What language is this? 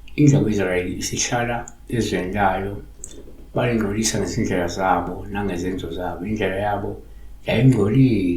Zulu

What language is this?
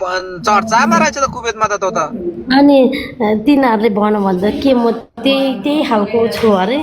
Nepali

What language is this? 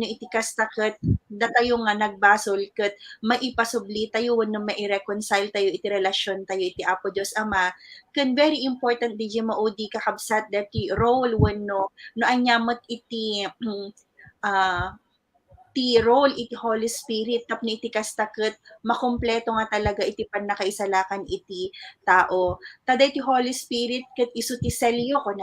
Iloko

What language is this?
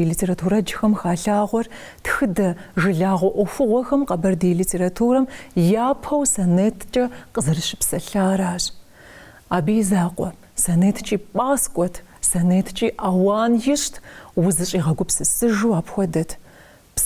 Kabardian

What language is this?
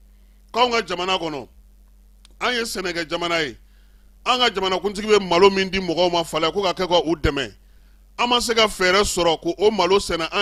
Bambara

